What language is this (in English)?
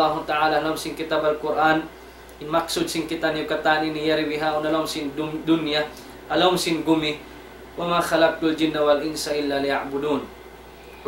Tausug